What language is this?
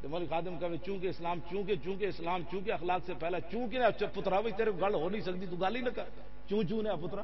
Western Panjabi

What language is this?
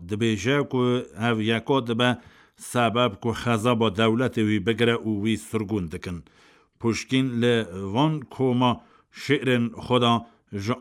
Kurdish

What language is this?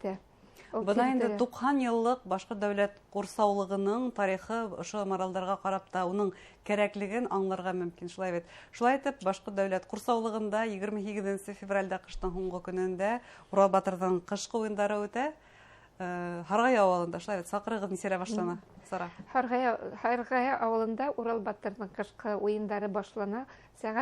Bashkir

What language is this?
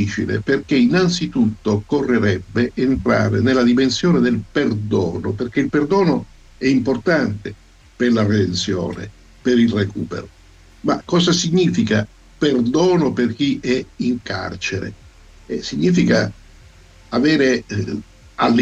Italian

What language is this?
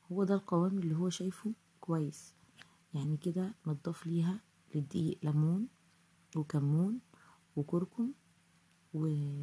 Egyptian Arabic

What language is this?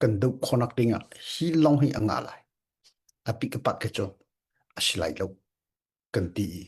Hakha Chin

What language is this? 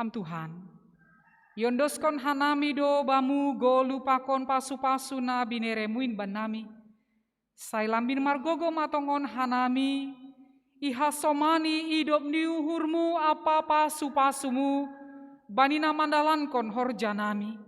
Batak Simalungun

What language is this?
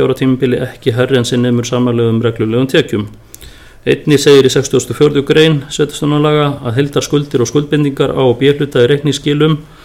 Icelandic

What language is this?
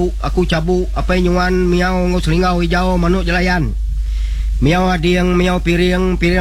Iban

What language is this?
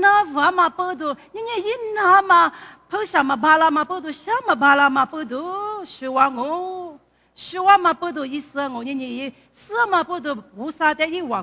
Lisu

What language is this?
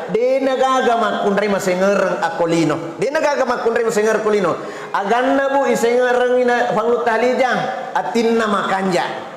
Buginese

